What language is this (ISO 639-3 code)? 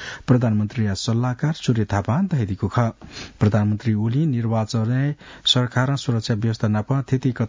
new